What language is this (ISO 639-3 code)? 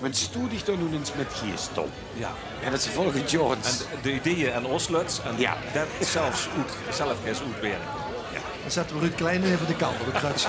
lim